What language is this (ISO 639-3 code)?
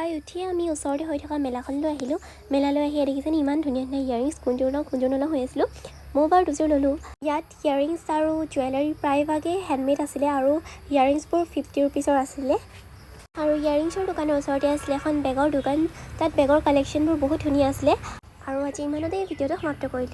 asm